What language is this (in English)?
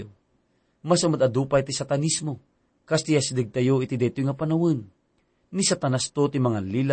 Iloko